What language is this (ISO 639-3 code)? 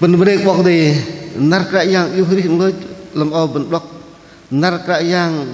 bdq